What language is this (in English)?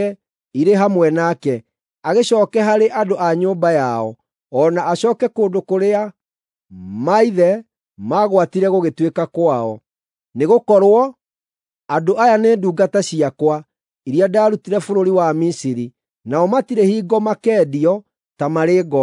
Kikuyu